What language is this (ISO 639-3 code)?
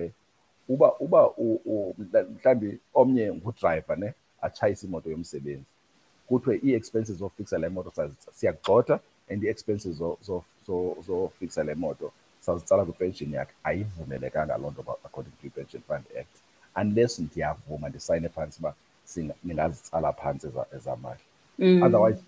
xho